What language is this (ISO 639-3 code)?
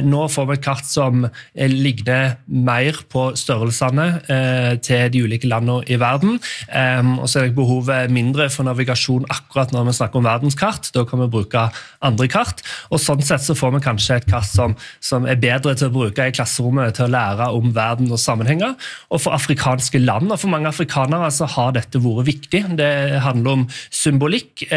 nor